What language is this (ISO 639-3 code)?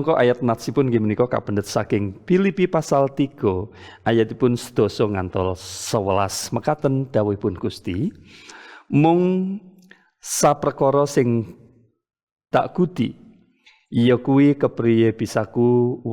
jav